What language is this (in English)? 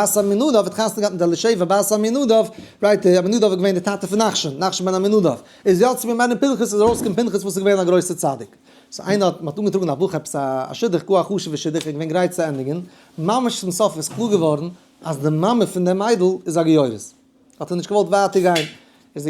Yiddish